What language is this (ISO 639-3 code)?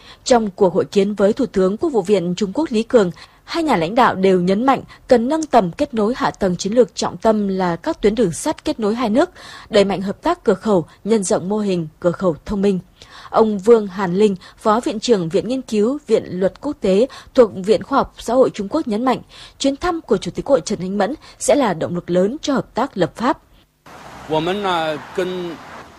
vie